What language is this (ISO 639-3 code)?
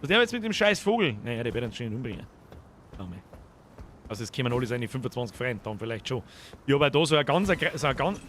bar